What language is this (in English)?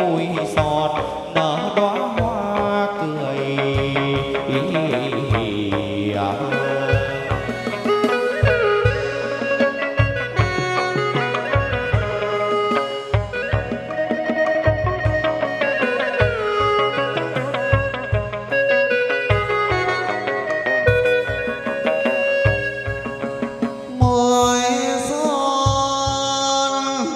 Vietnamese